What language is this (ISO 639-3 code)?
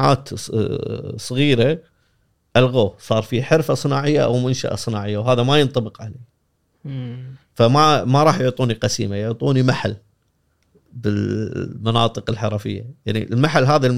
afb